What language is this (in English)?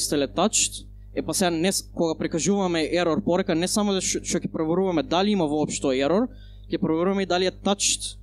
Macedonian